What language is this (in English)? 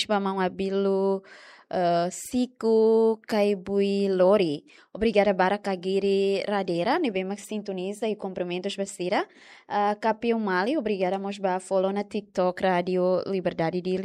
Tetum